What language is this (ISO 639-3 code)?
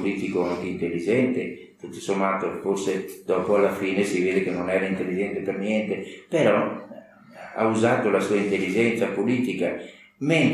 ita